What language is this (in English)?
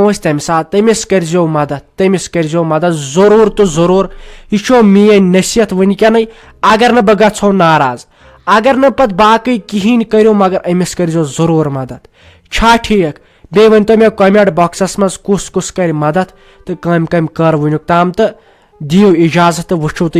Kashmiri